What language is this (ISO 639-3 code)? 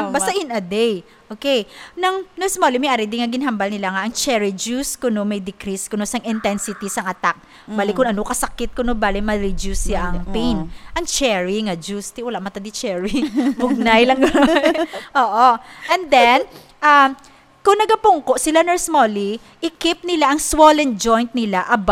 hil